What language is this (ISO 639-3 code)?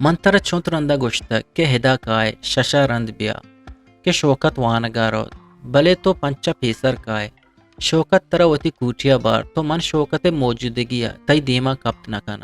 bgp